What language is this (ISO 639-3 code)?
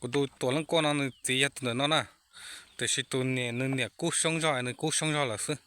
hmn